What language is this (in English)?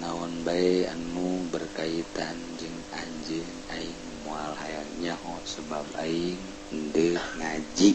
Sundanese